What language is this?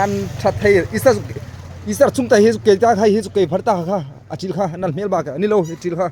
Hmar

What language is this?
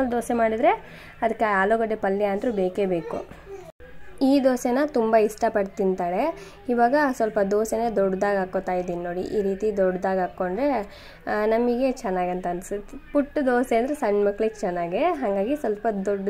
Kannada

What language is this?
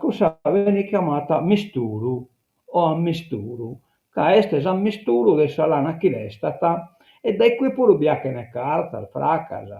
Sardinian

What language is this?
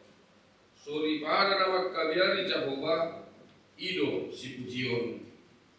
Batak Toba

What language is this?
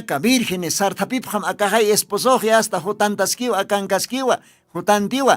Aymara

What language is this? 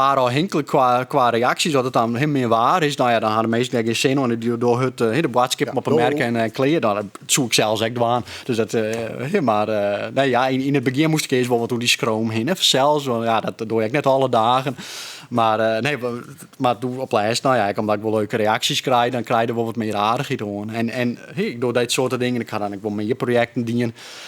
Western Frisian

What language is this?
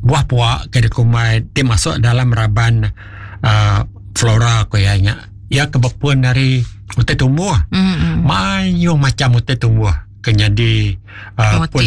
Iban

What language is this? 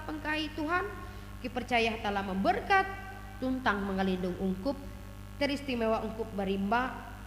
Ngaju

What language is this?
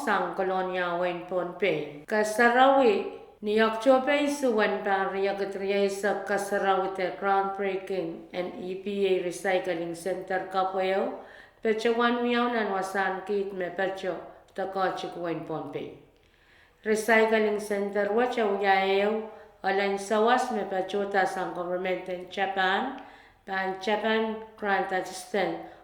Pohnpeian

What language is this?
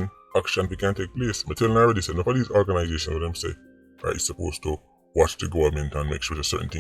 Jamaican Creole English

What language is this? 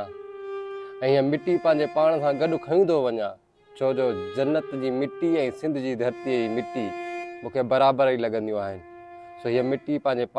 Sindhi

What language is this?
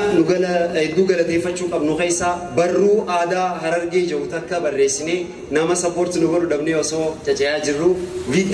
Oromo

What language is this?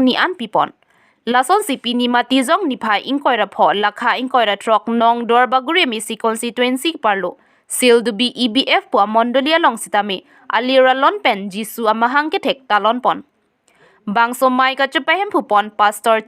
Karbi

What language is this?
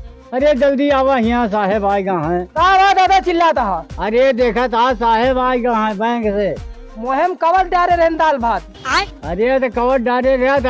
Awadhi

